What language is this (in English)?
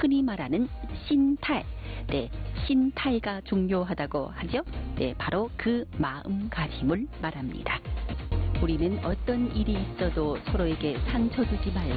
Korean